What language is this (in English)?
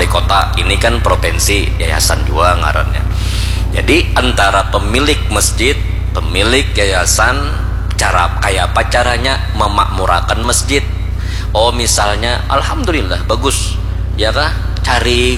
Banjar